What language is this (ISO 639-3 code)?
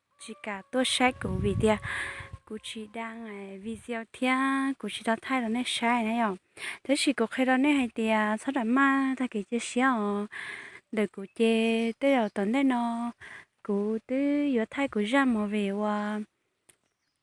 hmn